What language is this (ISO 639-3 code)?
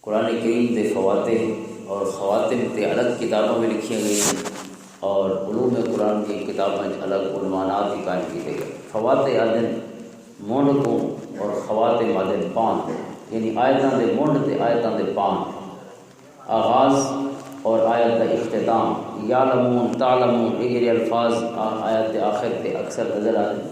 lah